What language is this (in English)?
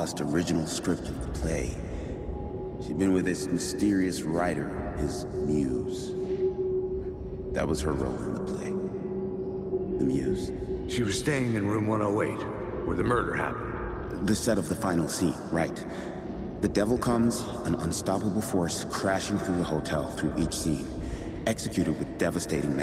English